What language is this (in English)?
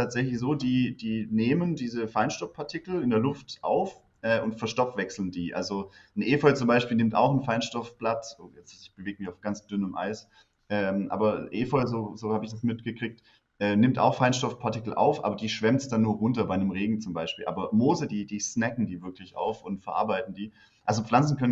German